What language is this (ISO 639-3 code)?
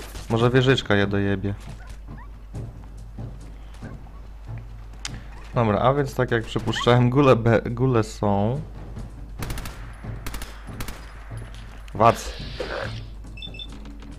pol